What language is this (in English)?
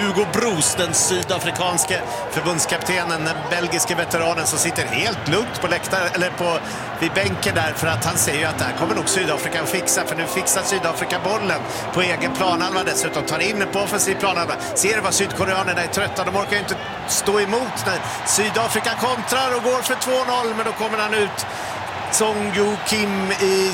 Swedish